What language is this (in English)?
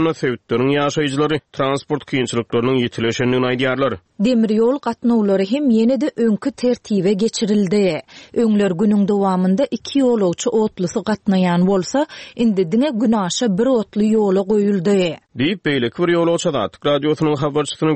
Turkmen